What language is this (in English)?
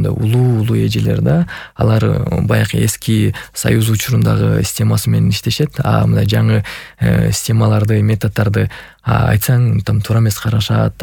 Kyrgyz